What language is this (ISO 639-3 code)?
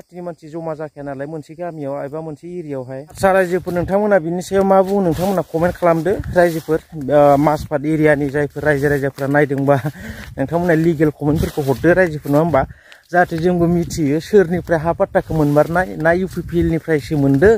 brx